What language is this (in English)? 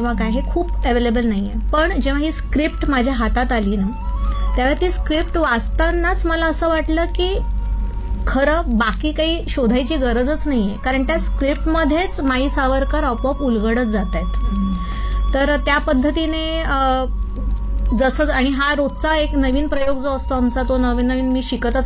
Marathi